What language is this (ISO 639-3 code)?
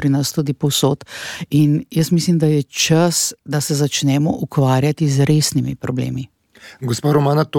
slv